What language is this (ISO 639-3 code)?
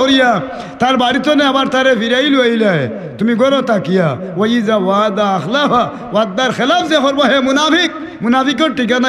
syl